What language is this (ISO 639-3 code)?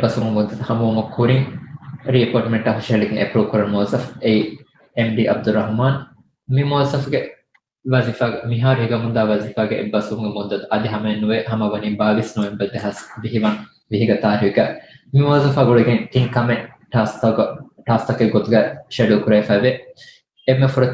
div